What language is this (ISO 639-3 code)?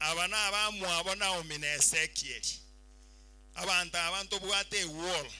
guz